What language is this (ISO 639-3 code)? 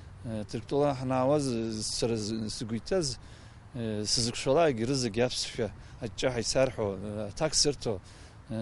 abk